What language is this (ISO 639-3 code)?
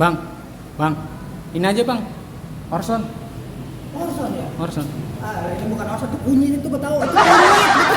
bew